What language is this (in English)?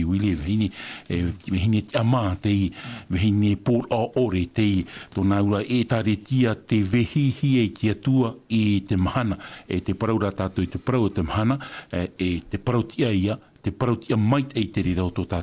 Tahitian